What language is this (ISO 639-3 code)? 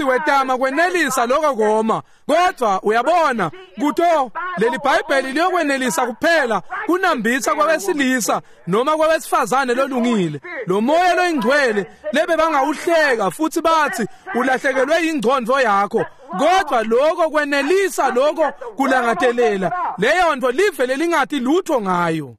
ssw